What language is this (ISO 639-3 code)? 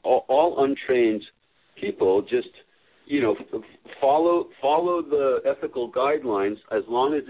eng